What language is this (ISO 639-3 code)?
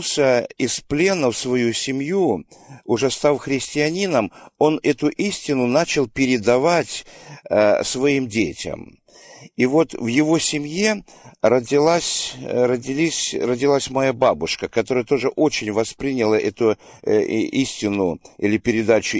rus